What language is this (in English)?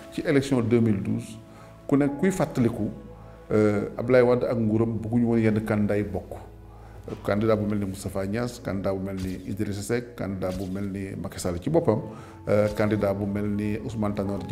Wolof